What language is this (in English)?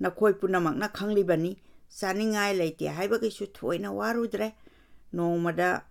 Manipuri